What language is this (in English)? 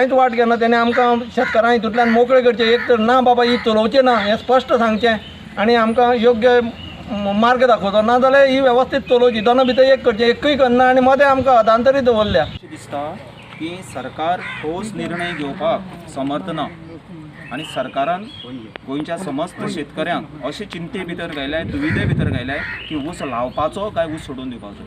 Konkani